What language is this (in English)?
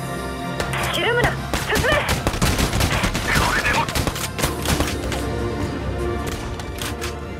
Japanese